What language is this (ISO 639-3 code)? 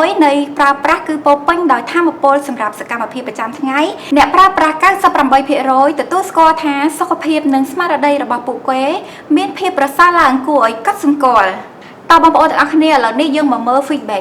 khm